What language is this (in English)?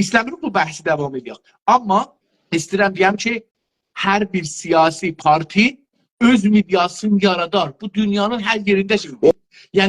South Azerbaijani